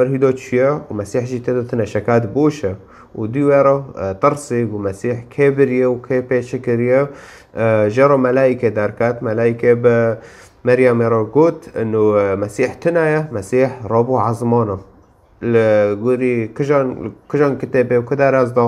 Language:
Kurdish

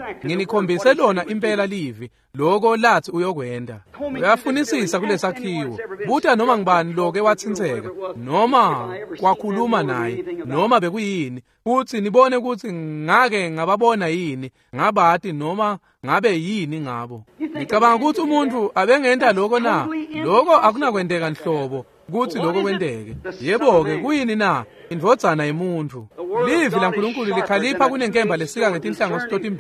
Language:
Swati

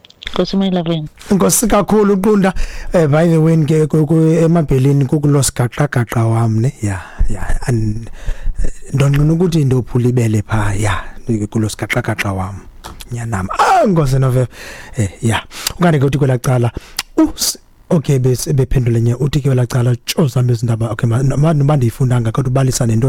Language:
Xhosa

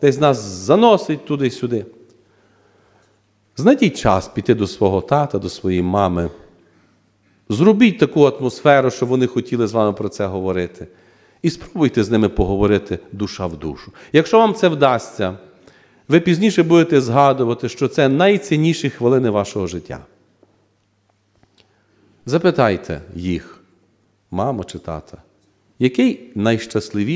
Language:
Ukrainian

